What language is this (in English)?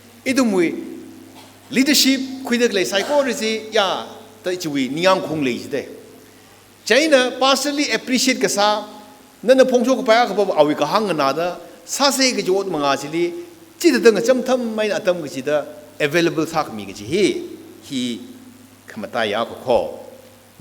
Tangkhul Naga (India)